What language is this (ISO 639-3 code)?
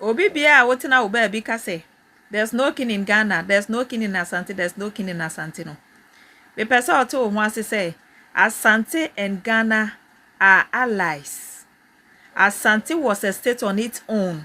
aka